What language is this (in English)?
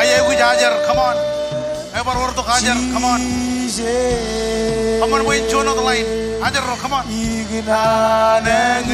Marshallese